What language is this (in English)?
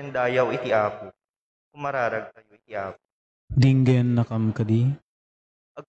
Iloko